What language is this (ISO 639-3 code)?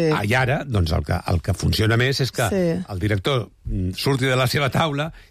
cat